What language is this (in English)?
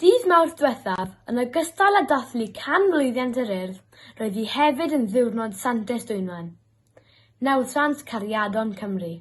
Welsh